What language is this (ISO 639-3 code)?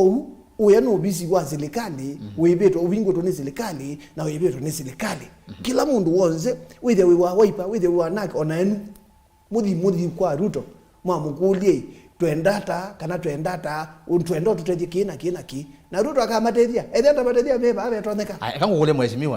kam